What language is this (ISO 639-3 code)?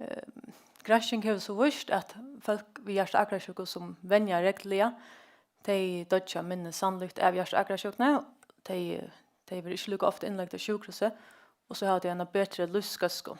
fao